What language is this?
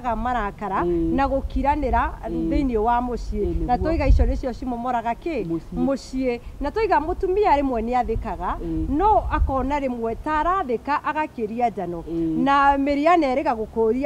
Kikuyu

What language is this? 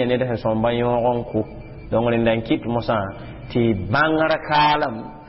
Mossi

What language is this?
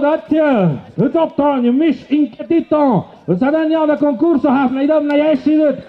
Tlahuitoltepec Mixe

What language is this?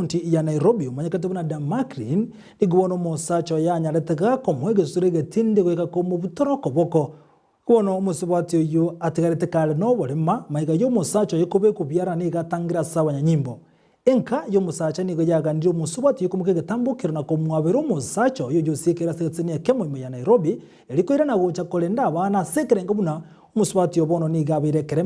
Gusii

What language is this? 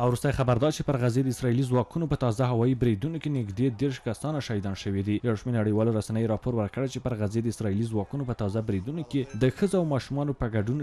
Pashto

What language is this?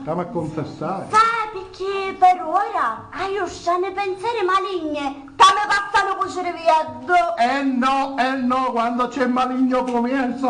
Sicilian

